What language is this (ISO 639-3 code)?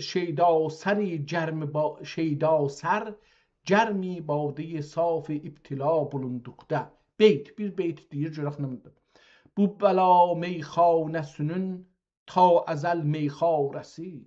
azb